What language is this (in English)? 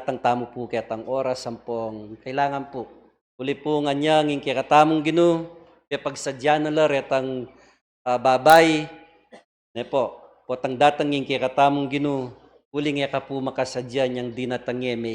Pampanga